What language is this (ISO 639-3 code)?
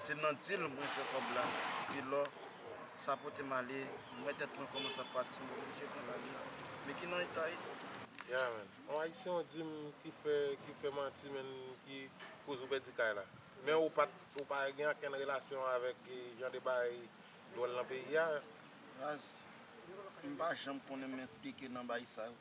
hat